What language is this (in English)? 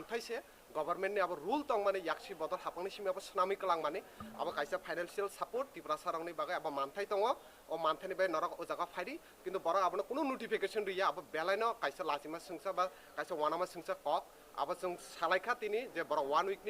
Riang (India)